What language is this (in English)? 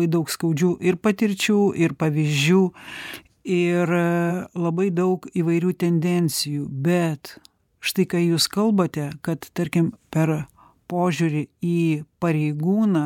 Lithuanian